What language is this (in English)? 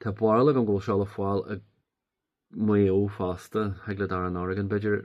Irish